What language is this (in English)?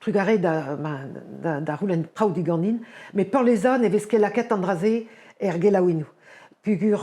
Breton